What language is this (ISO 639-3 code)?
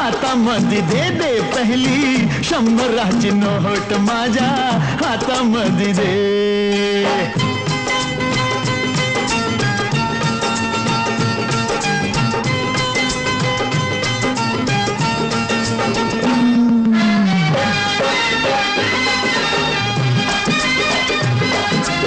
mar